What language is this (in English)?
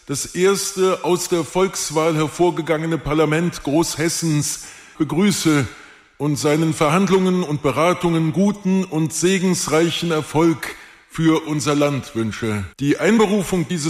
German